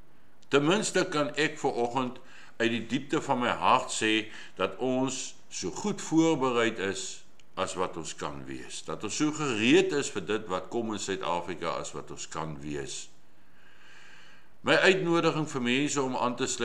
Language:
Afrikaans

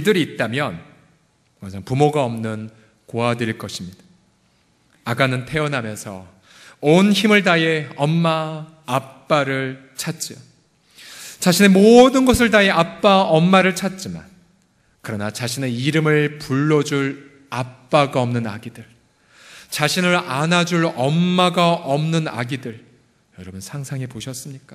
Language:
Korean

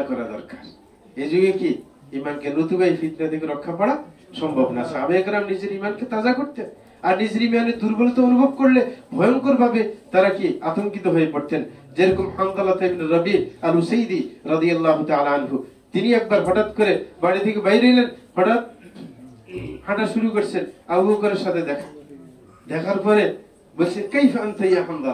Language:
Bangla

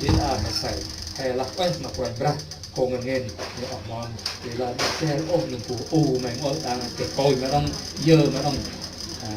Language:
Central Mnong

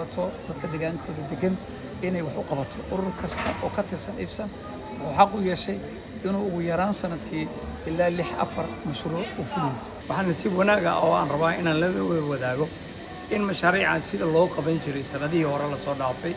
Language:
Somali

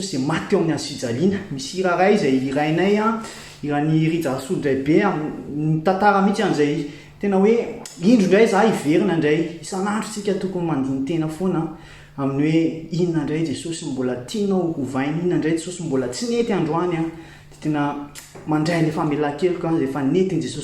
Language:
Malagasy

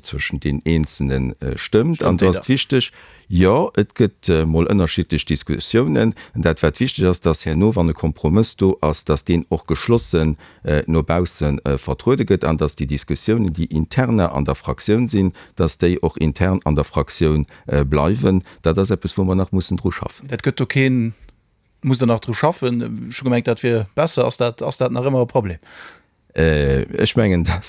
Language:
Luxembourgish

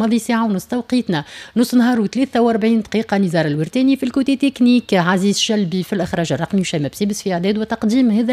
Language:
Tunisian Arabic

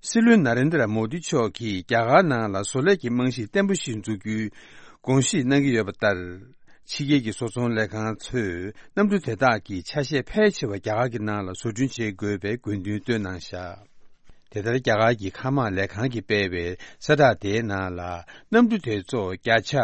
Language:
Tibetan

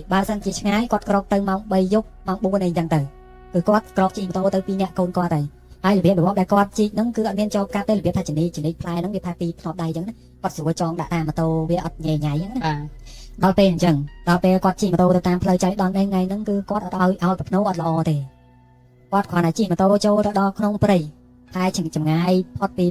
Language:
Khmer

